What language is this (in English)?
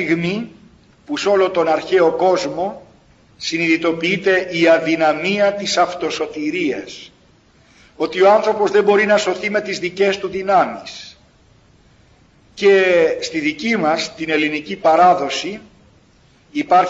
Greek